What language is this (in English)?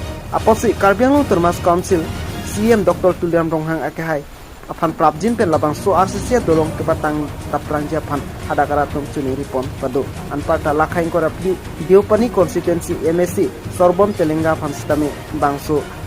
Karbi